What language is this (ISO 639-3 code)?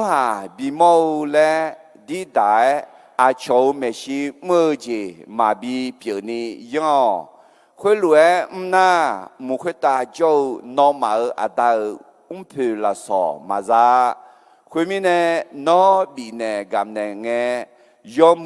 ahk